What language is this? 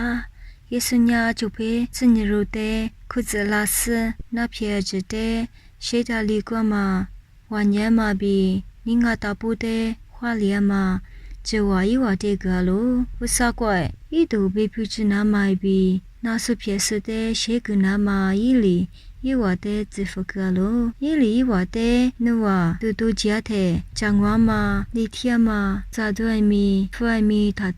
Lisu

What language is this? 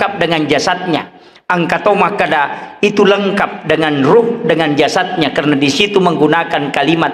Buginese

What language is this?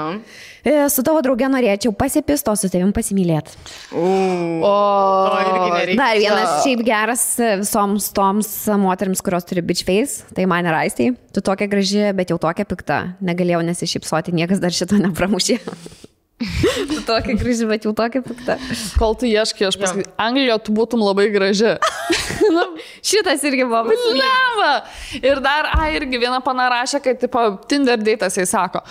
Lithuanian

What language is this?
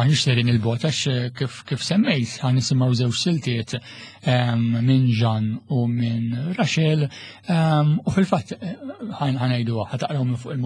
Maltese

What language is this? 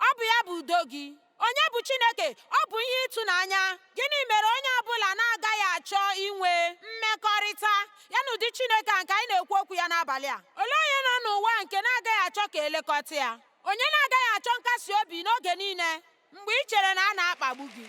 Igbo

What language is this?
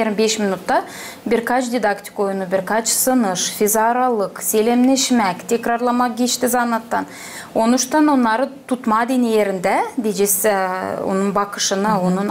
Gagauz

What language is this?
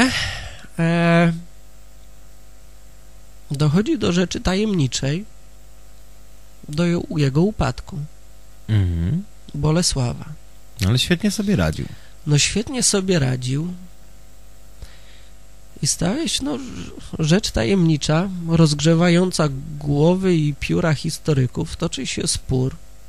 Polish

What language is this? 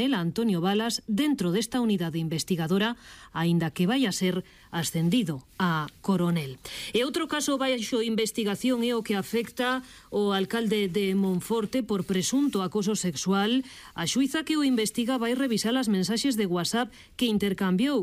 Galician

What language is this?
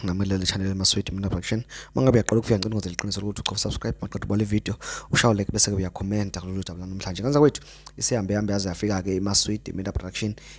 Zulu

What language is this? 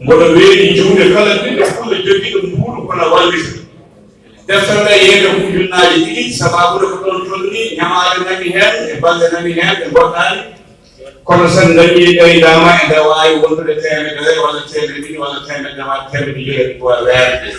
Fula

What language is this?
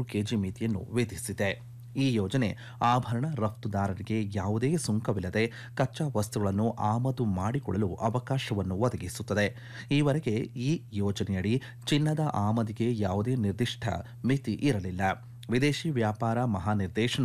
Kannada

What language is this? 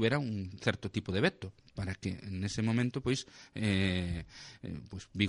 Galician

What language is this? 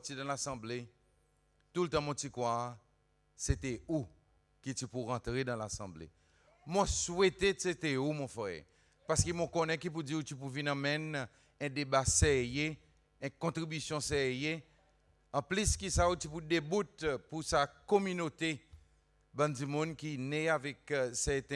Seselwa Creole French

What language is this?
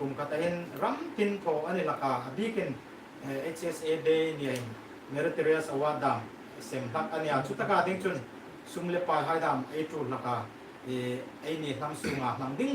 Hmar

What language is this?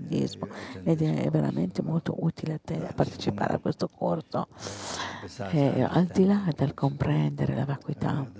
Italian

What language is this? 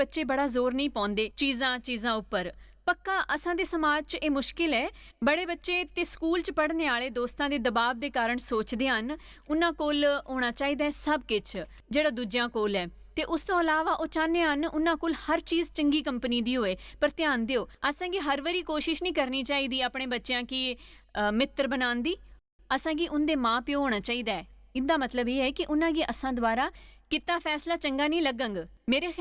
Dogri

